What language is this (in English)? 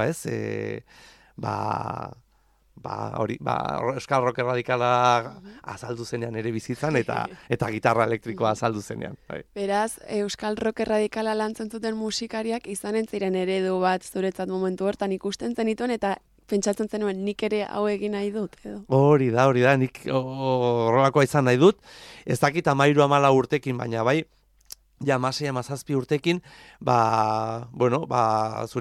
Basque